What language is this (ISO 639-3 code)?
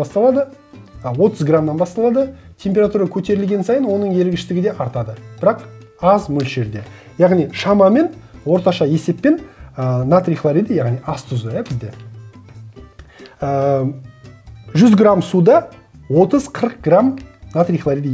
kaz